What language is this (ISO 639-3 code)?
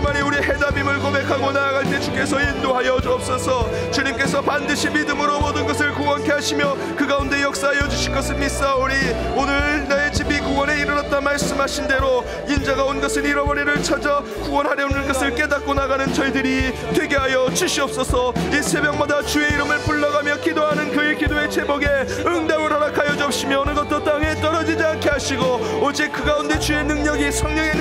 kor